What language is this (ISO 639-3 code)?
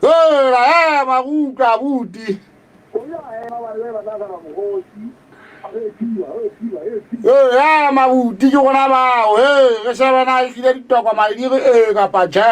sot